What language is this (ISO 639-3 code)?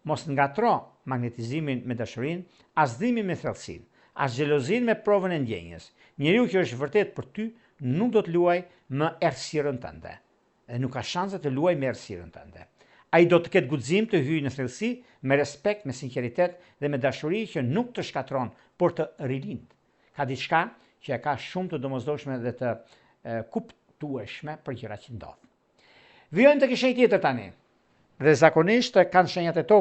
sqi